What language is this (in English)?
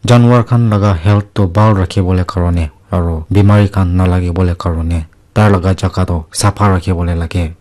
Naga Pidgin